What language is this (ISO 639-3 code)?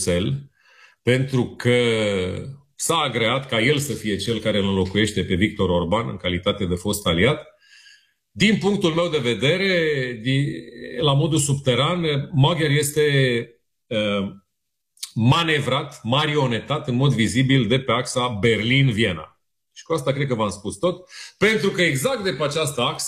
ron